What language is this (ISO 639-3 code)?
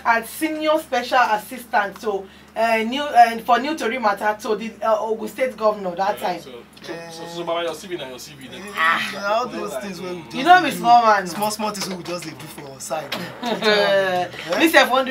pcm